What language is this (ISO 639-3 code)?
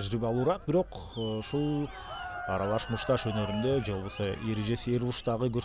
kir